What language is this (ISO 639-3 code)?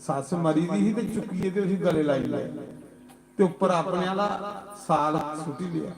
doi